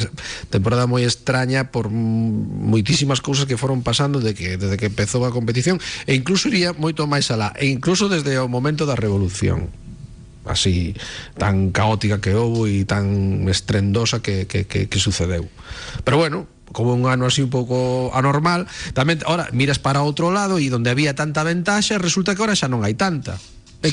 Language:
Galician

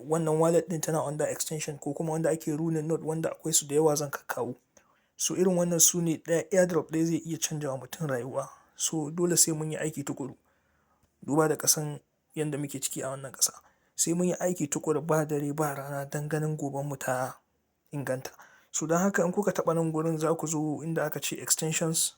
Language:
Hausa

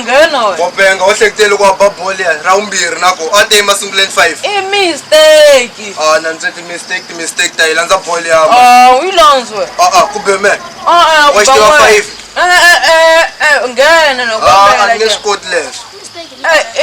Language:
Tsonga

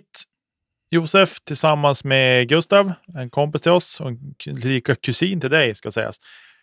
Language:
Swedish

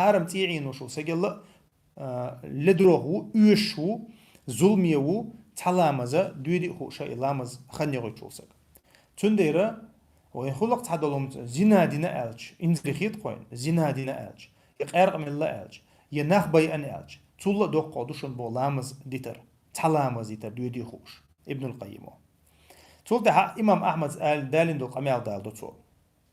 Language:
Chechen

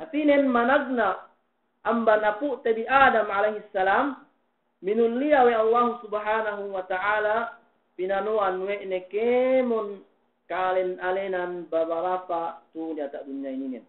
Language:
Yakan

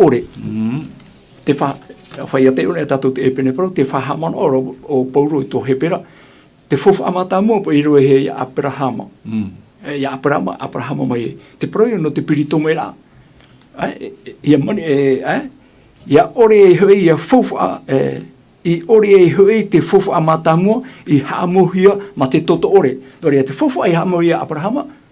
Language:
Tahitian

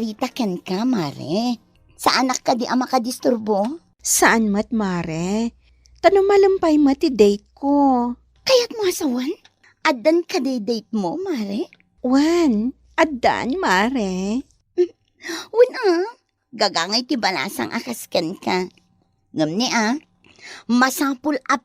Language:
Iloko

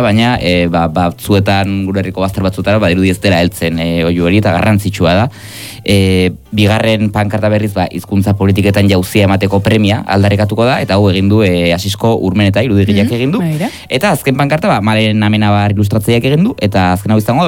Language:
Basque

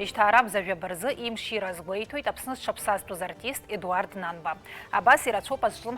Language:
Abkhazian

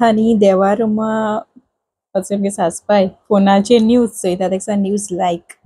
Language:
Konkani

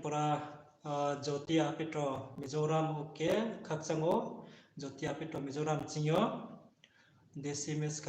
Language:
Riang (India)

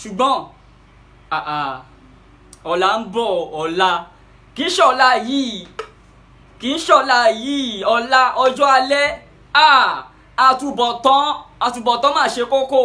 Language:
Yoruba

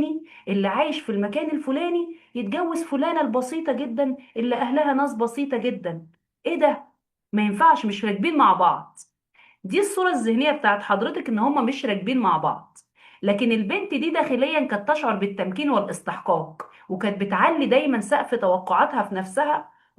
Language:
Egyptian Arabic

